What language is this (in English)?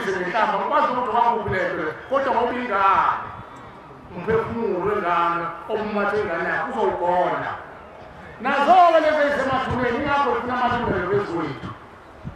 Zulu